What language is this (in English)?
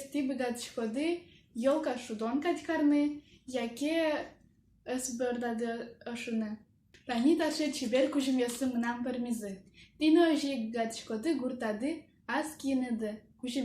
Udmurt